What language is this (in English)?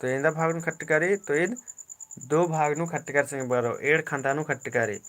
Kurukh